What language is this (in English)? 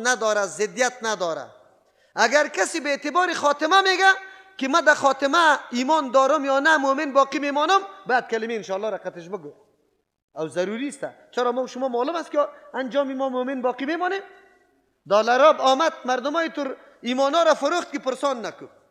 Persian